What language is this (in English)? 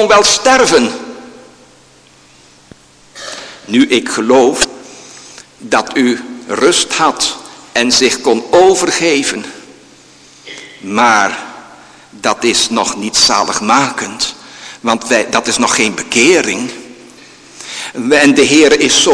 Dutch